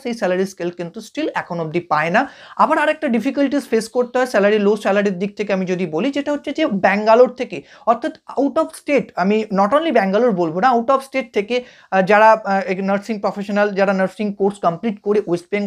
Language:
Bangla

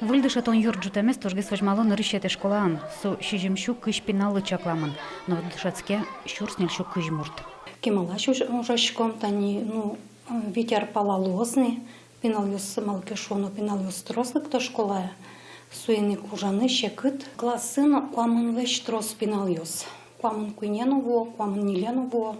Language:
Udmurt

